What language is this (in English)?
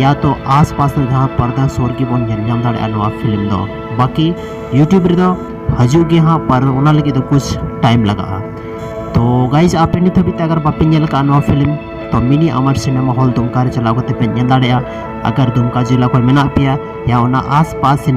Santali